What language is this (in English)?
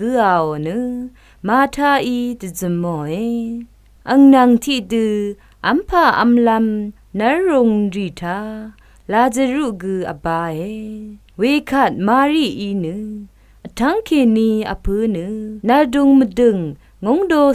Rawang